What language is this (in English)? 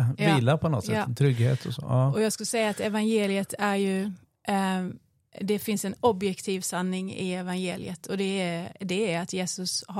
Swedish